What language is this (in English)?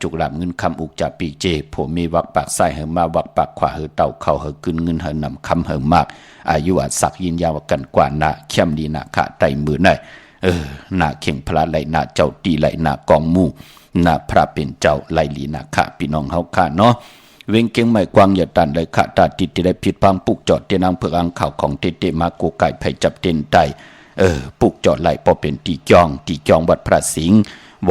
Shan